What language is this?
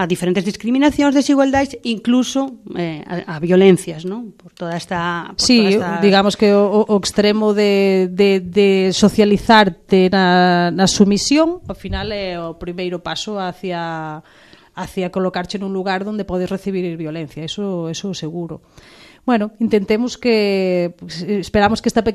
Galician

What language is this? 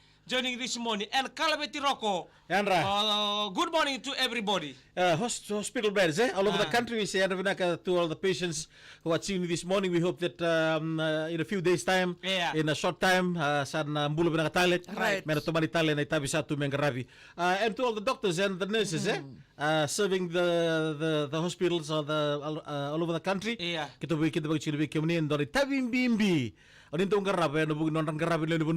Fijian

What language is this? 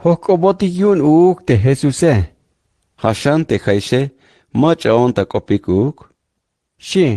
Tzeltal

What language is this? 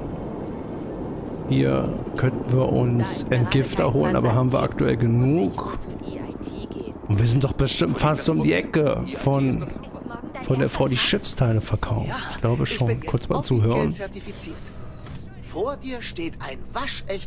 German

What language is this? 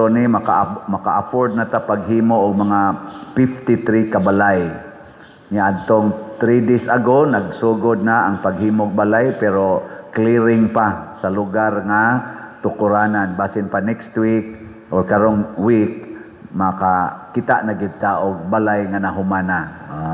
Cebuano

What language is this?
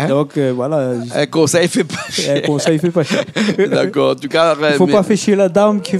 Réunion Creole French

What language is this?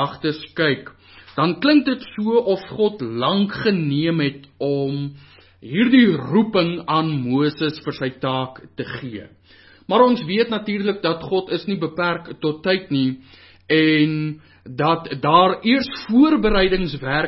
Afrikaans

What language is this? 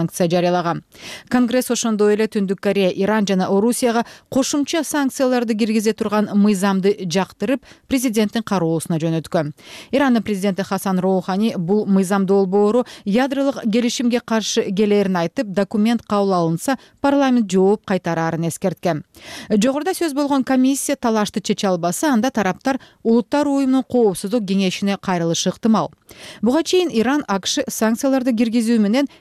Kyrgyz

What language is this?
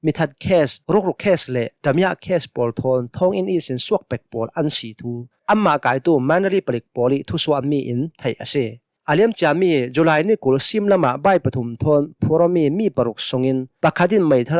Hakha Chin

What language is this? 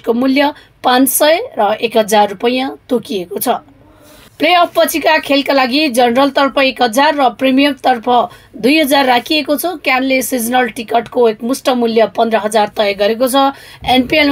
Nepali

